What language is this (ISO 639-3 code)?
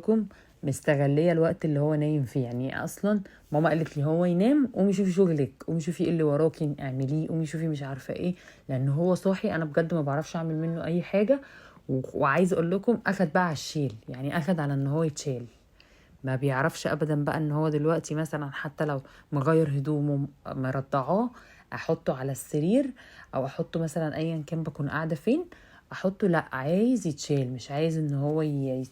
arz